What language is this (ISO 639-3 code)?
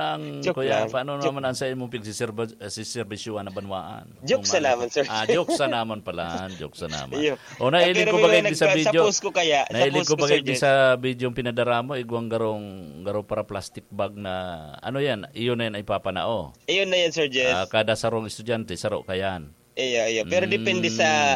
bik